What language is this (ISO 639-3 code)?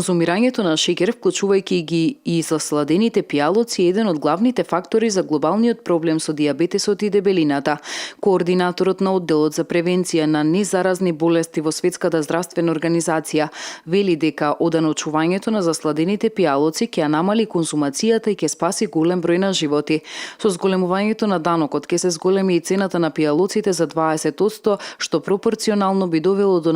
mkd